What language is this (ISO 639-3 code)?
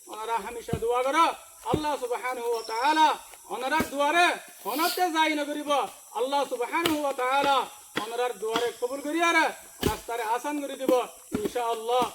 rhg